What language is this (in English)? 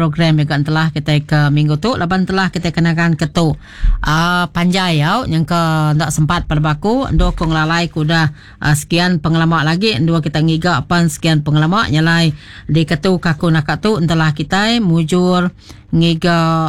Iban